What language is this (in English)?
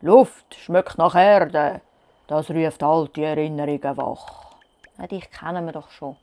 Swiss German